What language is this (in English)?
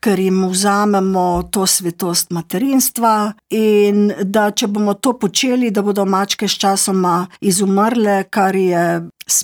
Slovenian